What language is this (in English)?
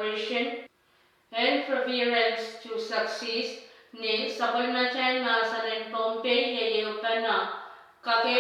Pohnpeian